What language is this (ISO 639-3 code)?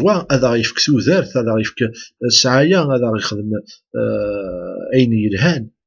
kab